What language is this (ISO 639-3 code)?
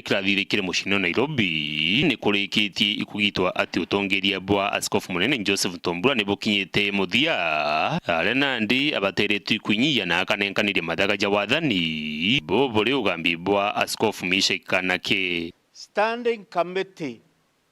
mer